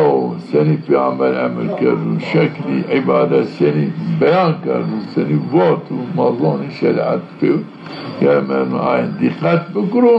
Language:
Zaza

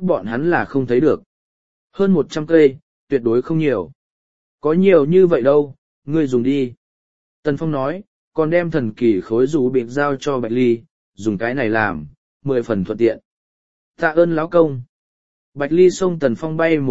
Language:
Vietnamese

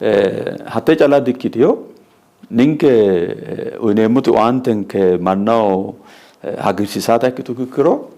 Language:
Sidamo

